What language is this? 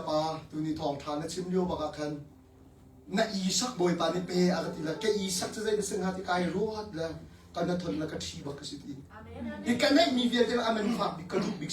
Hakha Chin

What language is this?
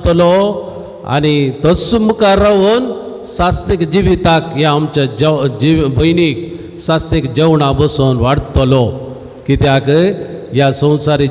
Konkani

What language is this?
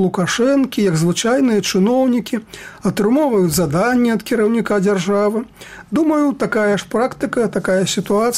Belarusian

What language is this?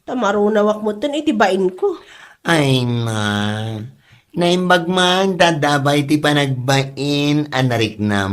Iloko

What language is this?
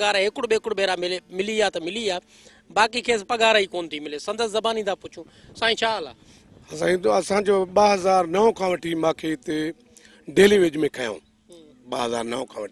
Sindhi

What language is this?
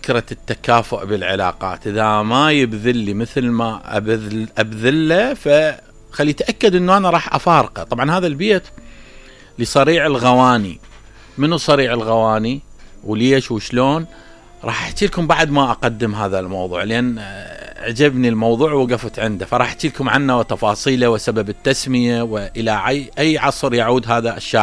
Mesopotamian Arabic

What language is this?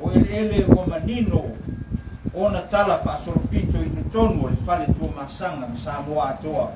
Samoan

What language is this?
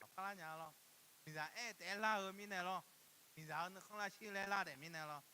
Akha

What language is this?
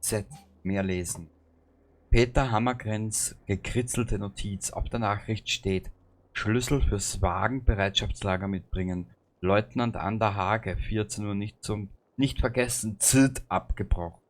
Bavarian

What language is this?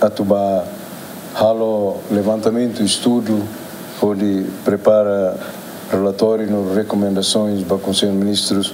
Tetum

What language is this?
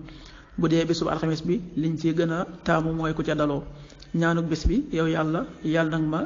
Wolof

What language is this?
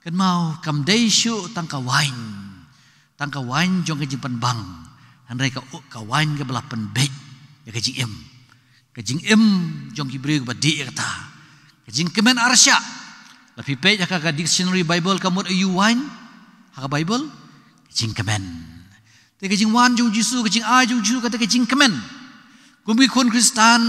Khasi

